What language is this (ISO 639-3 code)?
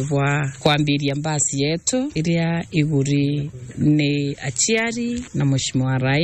mer